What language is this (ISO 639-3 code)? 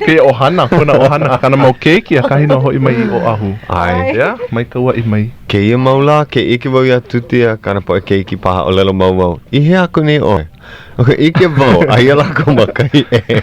haw